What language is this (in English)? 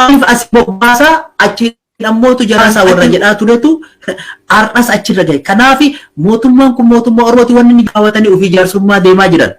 Oromo